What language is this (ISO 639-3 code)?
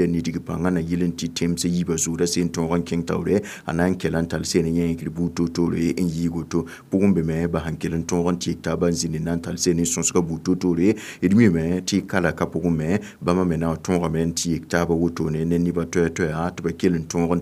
mos